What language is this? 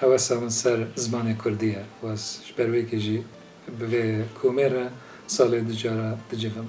Kurdish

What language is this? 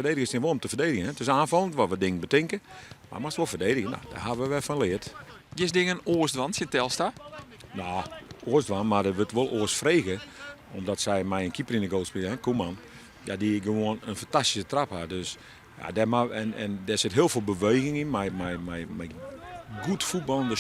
Western Frisian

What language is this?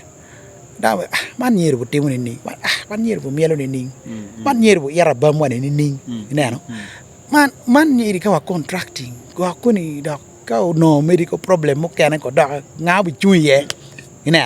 Acoli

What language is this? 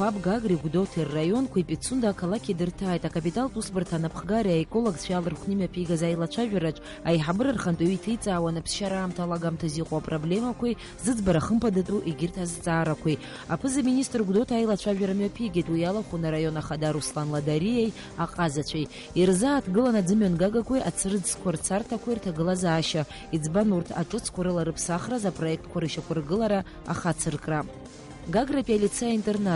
Abkhazian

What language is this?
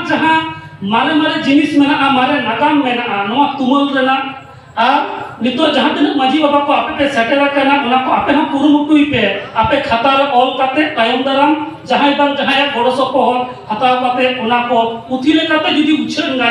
Santali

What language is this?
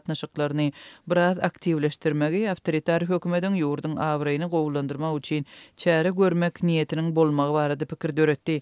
Turkmen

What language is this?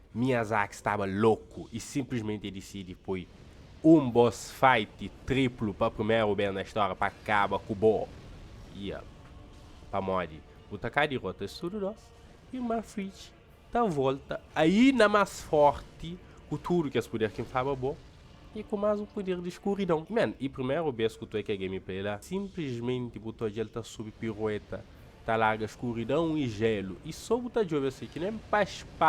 Kabuverdianu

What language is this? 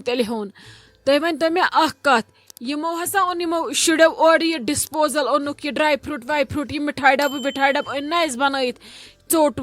Kashmiri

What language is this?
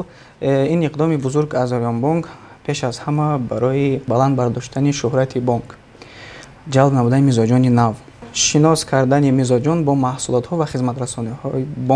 Tajik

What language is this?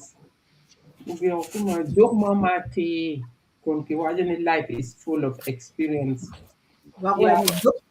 Acoli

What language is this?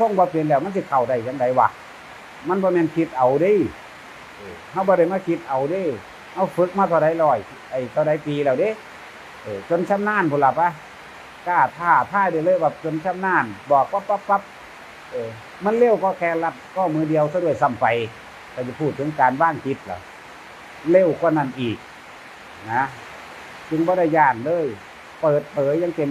Northeastern Thai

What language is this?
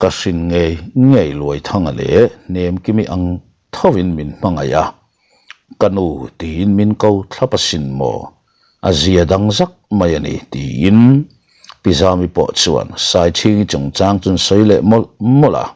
Mizo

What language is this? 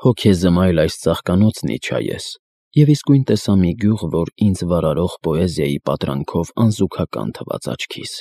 Armenian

